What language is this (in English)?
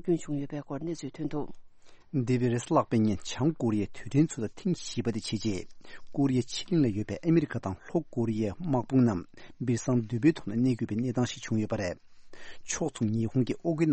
Tibetan